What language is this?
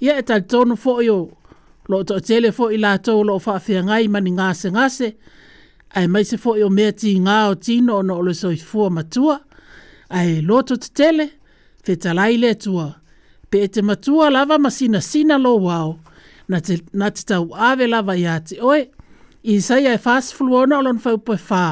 Samoan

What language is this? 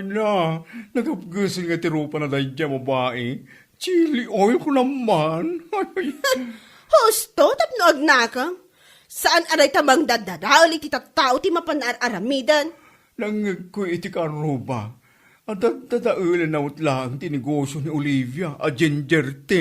Iloko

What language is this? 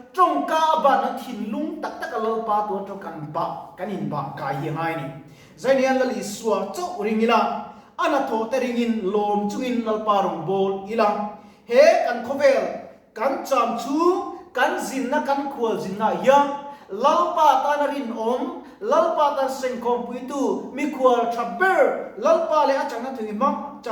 Mizo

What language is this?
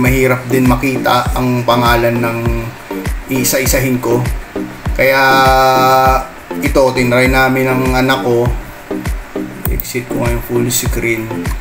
Filipino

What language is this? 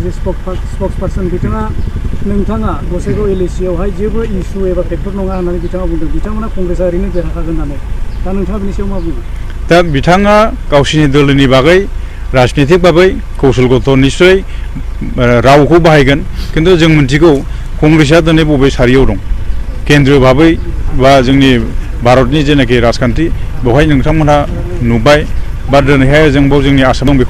Bodo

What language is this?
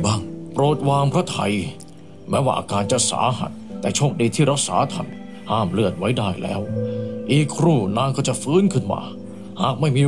Thai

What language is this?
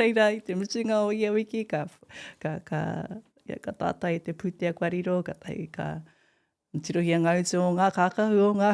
Māori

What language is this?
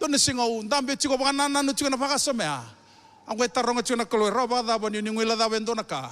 Fijian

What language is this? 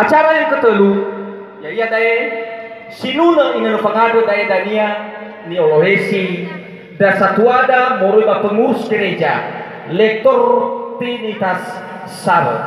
Nias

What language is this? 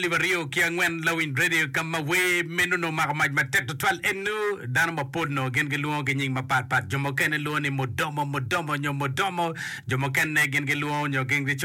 Acoli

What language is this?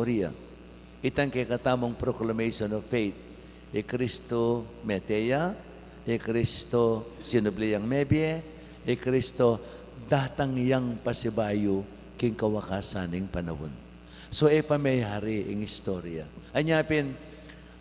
Pampanga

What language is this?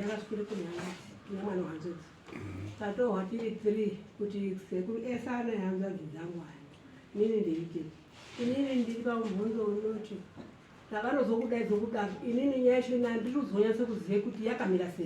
Shona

